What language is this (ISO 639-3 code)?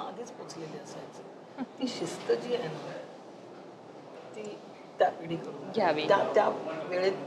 mar